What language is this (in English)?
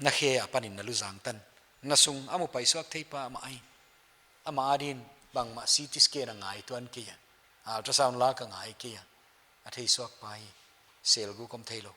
Paite Chin